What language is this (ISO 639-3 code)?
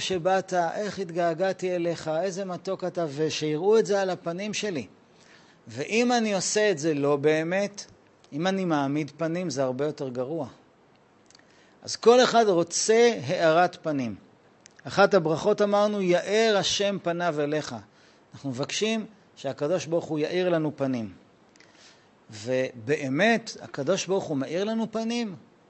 heb